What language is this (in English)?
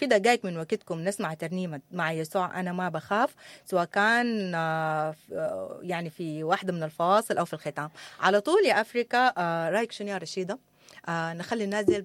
Sudanese Arabic